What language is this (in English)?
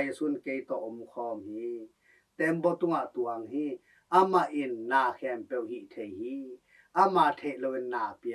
Tedim Chin